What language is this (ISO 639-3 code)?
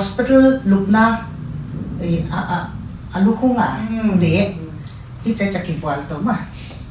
pck